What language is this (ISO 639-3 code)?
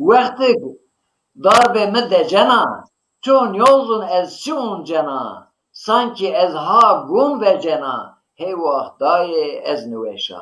zza